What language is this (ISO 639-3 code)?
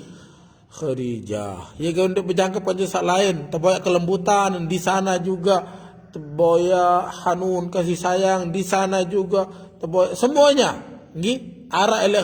sas